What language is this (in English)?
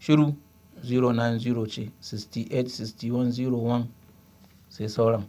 Hausa